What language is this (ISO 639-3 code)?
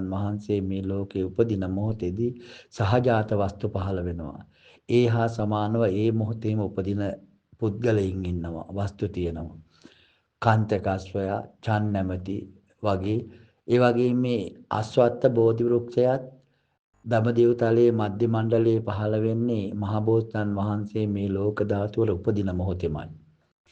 sin